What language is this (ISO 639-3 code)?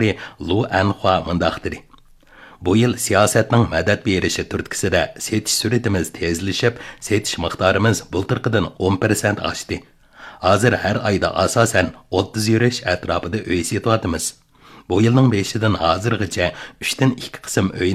uig